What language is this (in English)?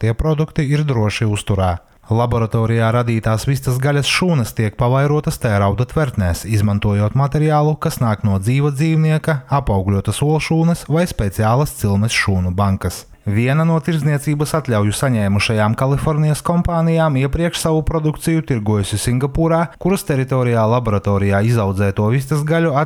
Latvian